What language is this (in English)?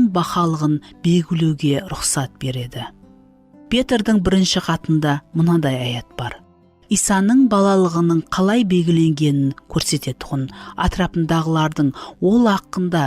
Kara-Kalpak